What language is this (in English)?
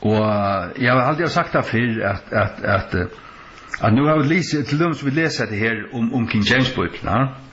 Faroese